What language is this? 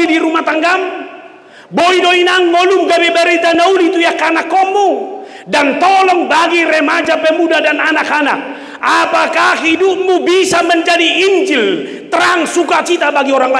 Batak Toba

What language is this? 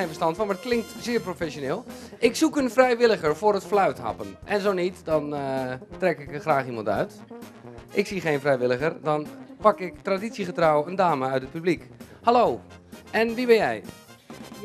Dutch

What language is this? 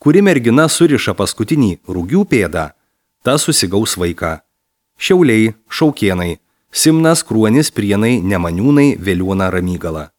Lithuanian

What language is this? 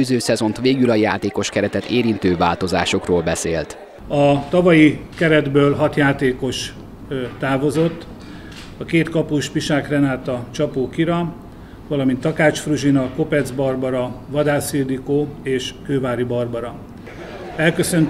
Hungarian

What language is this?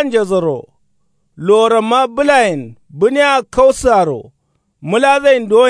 Kanuri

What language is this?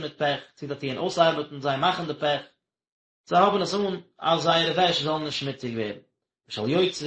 Yiddish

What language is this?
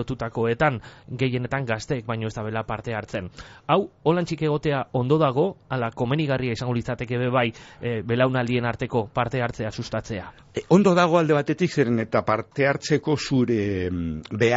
Basque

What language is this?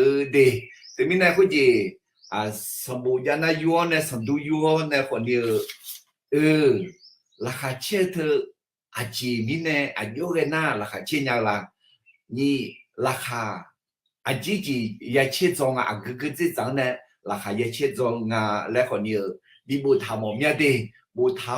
Akha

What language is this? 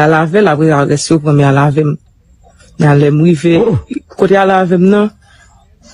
Haitian Creole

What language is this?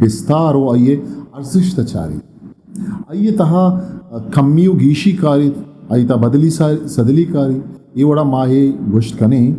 Eastern Balochi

